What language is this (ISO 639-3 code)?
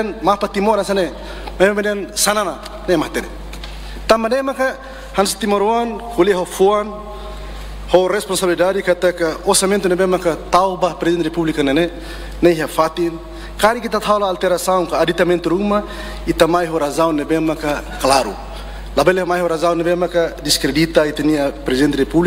tet